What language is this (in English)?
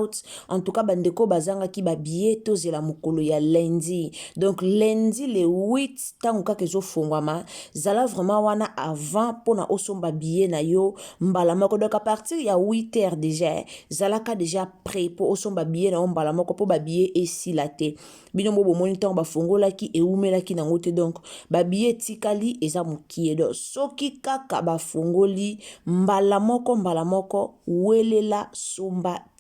Lingala